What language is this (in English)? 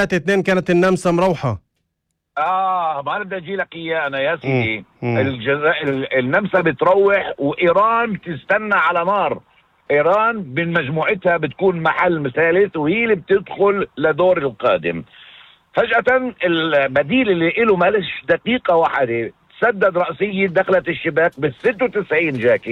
North Levantine Arabic